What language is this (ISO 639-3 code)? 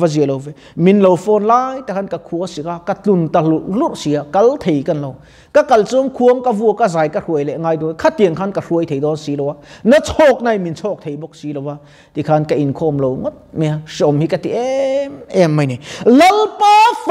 lus